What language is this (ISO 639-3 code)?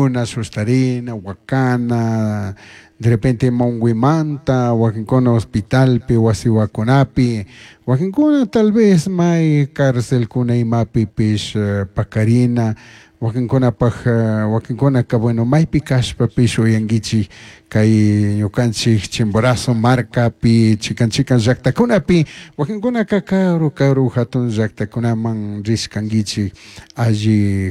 qug